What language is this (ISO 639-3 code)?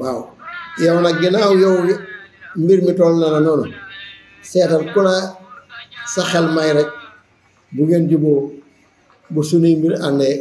wol